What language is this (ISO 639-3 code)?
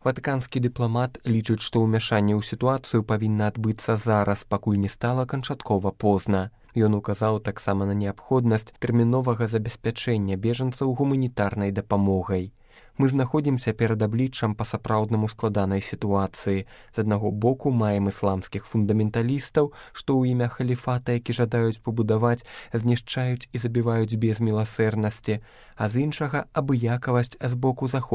bel